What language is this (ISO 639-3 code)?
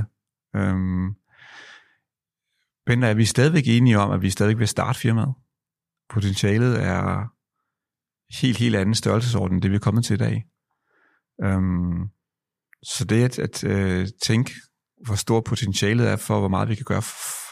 dan